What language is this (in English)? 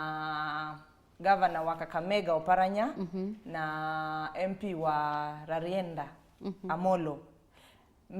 Kamba